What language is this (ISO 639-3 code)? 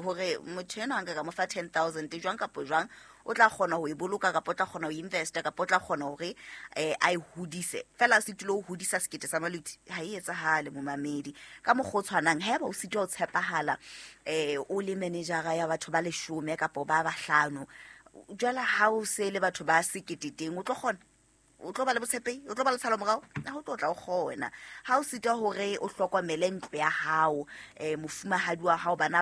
sot